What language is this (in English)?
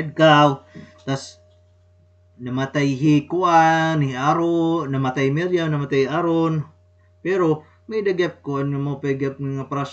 Waray